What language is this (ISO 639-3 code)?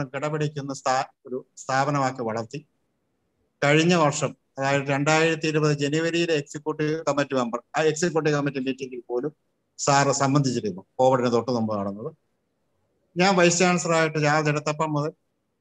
mal